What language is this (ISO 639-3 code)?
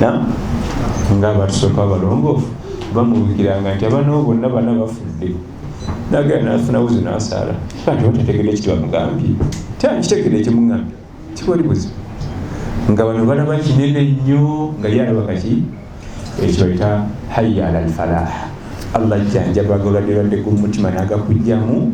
lug